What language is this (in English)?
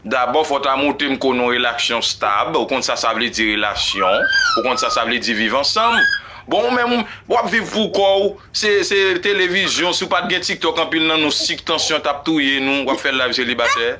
Haitian Creole